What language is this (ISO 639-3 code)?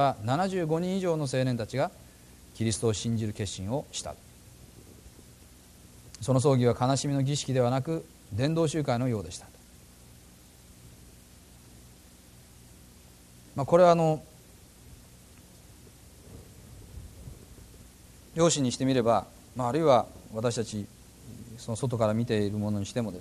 jpn